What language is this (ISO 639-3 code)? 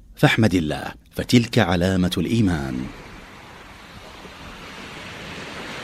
ara